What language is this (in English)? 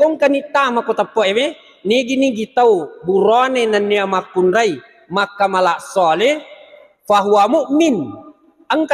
Buginese